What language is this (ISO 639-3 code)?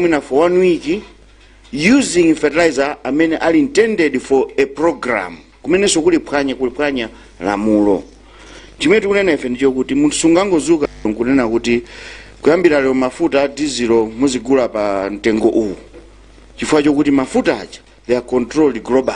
nya